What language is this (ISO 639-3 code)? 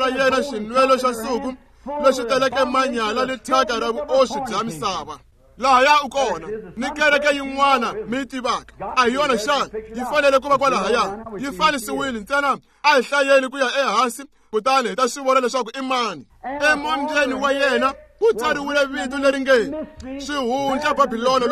tso